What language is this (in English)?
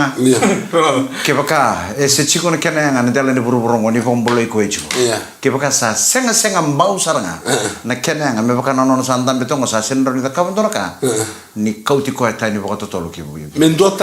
Fijian